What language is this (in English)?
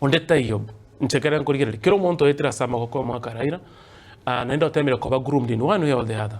Gusii